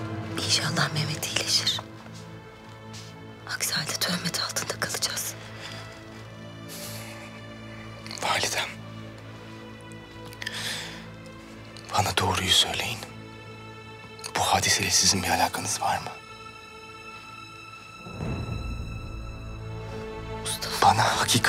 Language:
Turkish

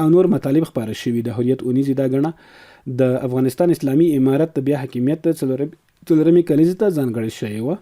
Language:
Pashto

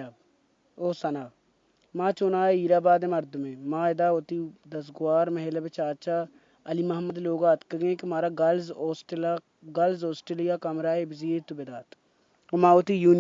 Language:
Baluchi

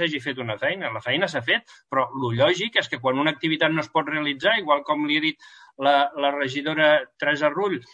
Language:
Catalan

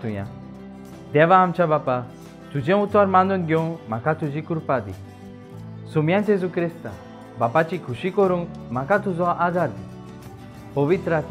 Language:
Konkani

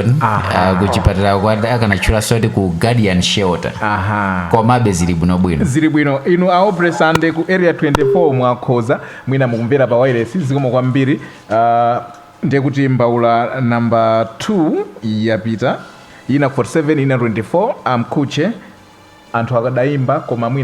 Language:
Nyanja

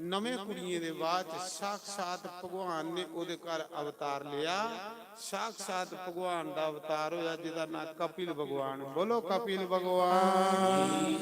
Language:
Dogri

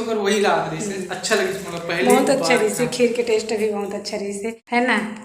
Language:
Chhattisgarhi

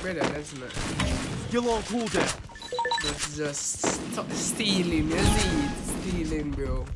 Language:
Jamaican Creole English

